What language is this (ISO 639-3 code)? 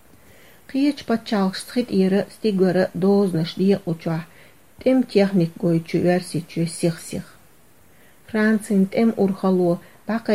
che